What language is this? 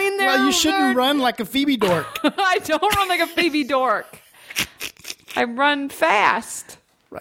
English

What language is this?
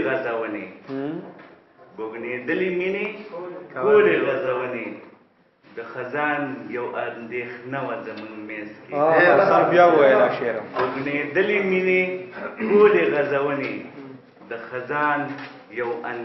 Pashto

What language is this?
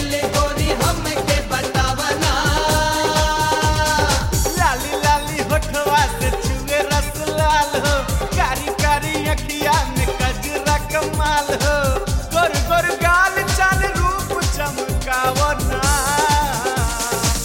Bhojpuri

